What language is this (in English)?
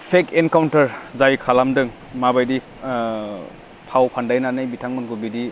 Bodo